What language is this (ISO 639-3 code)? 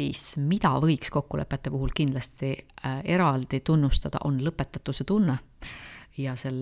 est